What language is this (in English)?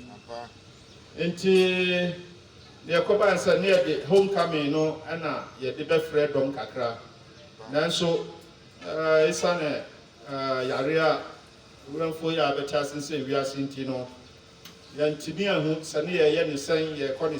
Akan